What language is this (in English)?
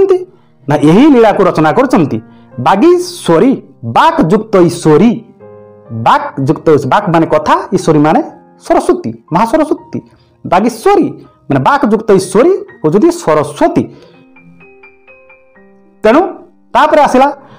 Odia